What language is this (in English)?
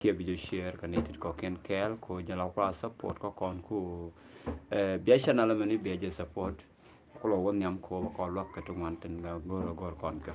Nuer